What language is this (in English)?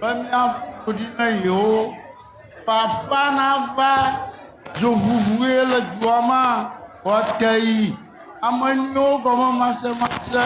Ewe